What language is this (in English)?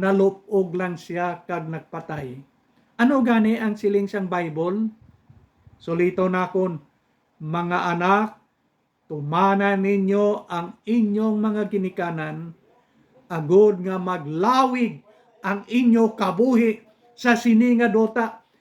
Hiligaynon